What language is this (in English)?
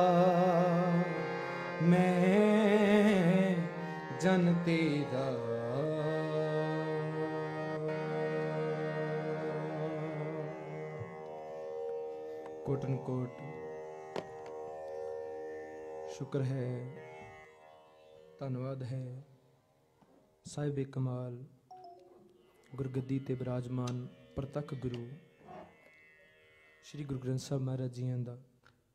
Punjabi